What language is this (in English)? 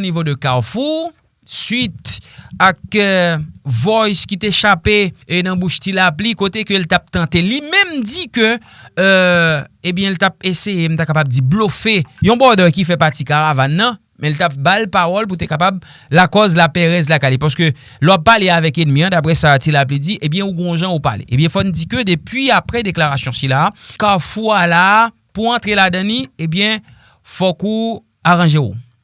Haitian Creole